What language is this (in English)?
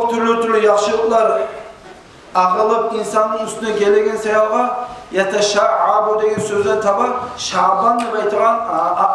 Kumyk